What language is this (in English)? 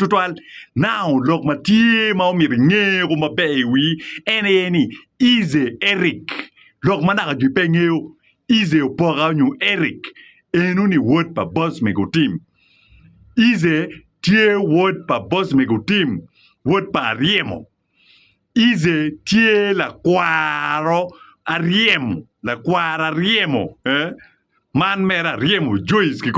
Acoli